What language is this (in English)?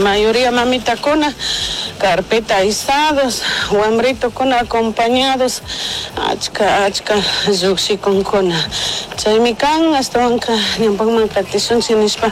Chimborazo Highland Quichua